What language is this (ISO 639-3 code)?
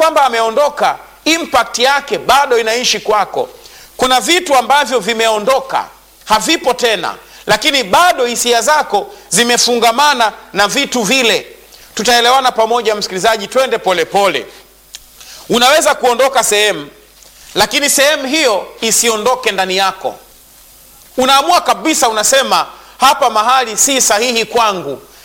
swa